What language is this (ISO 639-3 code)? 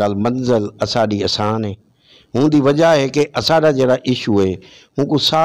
skr